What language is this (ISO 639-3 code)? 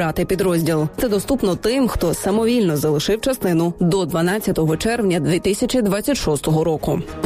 ukr